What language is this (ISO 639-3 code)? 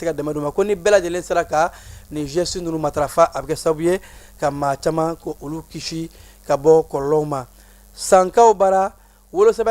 bam